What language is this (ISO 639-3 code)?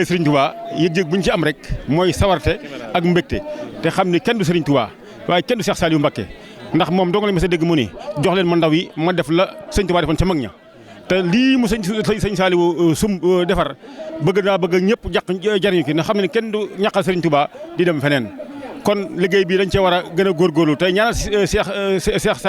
wol